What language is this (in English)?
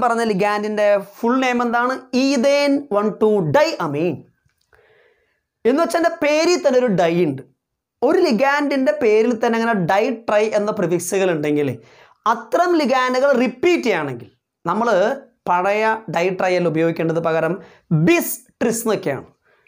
Malayalam